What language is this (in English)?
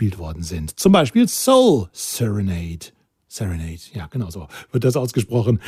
German